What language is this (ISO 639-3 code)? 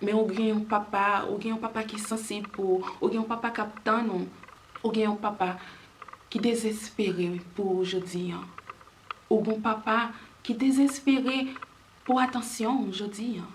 hat